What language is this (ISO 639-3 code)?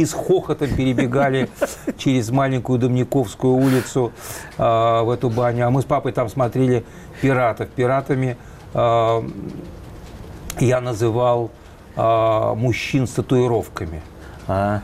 rus